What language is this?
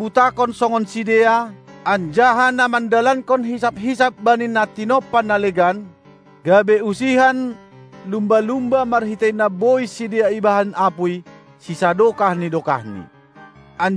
Batak Simalungun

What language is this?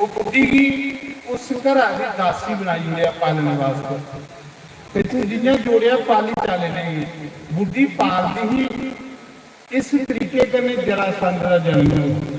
Dogri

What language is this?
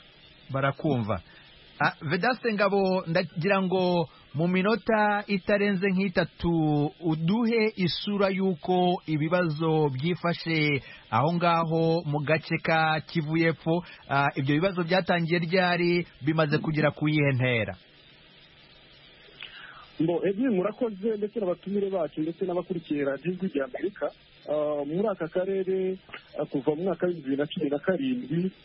Kinyarwanda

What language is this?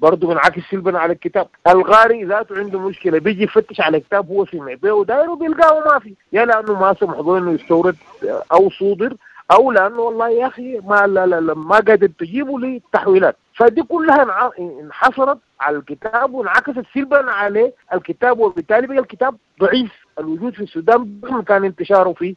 Sudanese Arabic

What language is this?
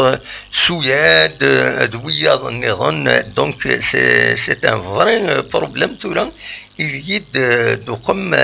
Kabyle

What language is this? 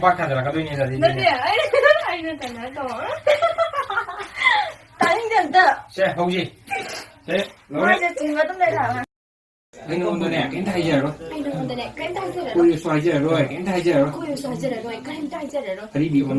Manipuri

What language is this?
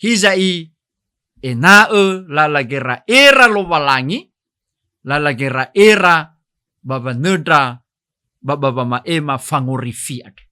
Nias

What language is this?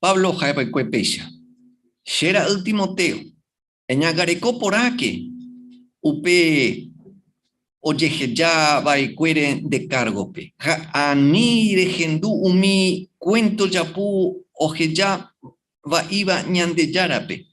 Guarani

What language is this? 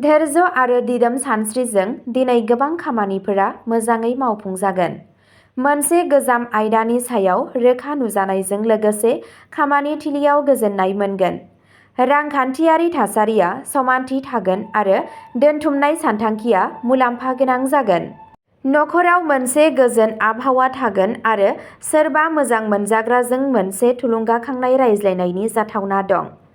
Bodo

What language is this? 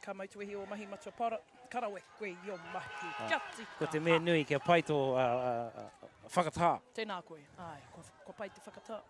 Māori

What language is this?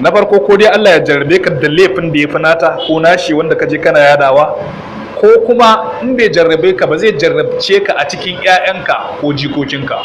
Hausa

